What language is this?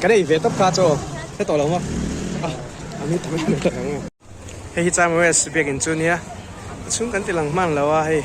Mizo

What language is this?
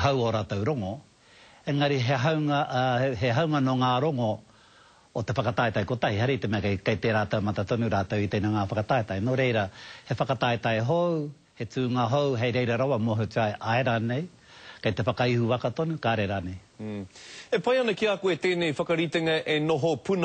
Māori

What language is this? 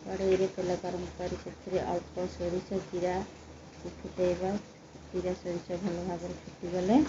Odia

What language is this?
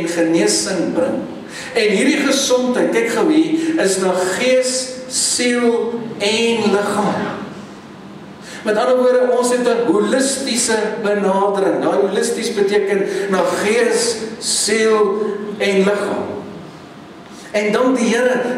Afrikaans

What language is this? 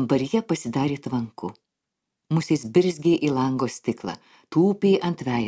Lithuanian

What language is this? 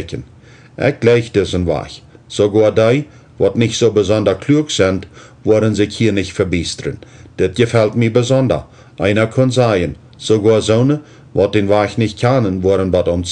Plautdietsch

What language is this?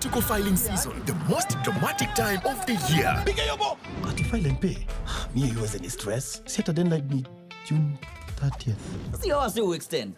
Gusii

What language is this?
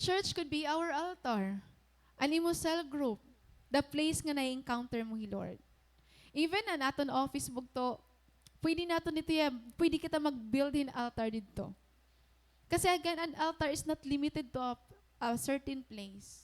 Waray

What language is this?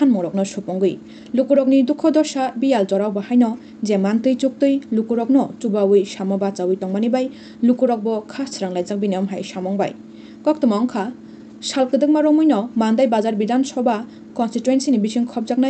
Kok Borok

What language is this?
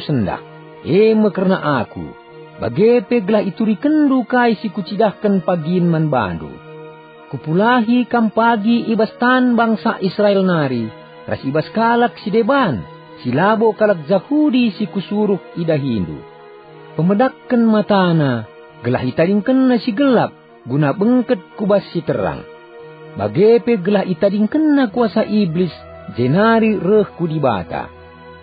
Batak Karo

